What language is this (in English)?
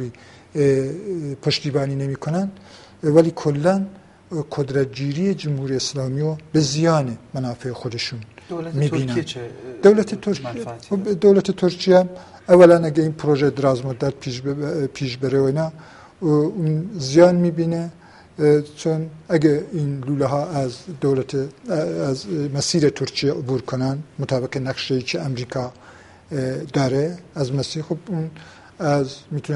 Persian